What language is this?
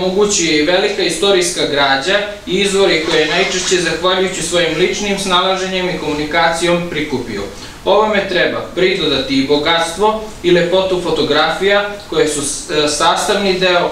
Serbian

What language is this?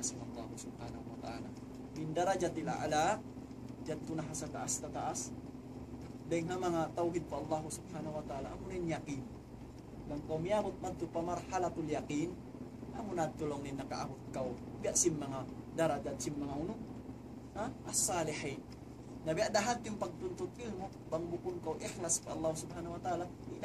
Tausug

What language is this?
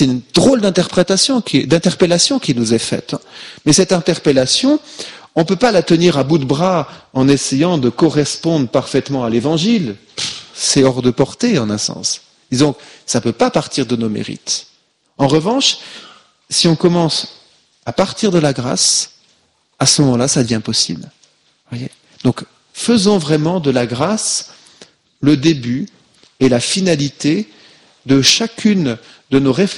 French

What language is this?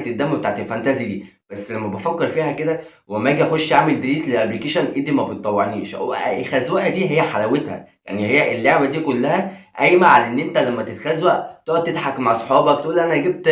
Egyptian Arabic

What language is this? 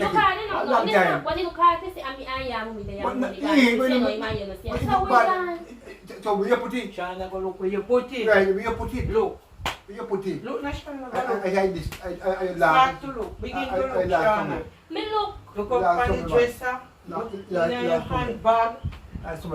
Jamaican Creole English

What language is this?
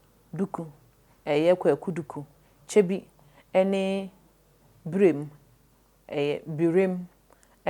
Akan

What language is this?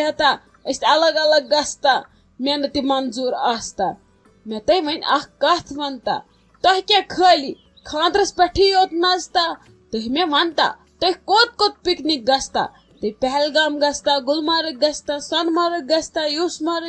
Kashmiri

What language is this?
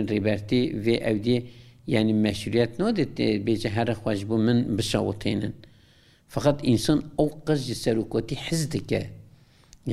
Kurdish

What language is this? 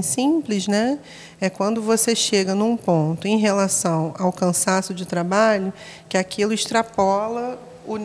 Portuguese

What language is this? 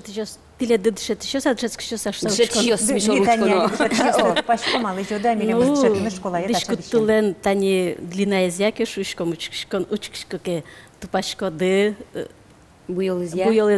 Udmurt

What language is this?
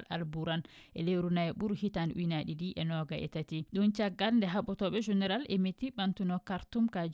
Fula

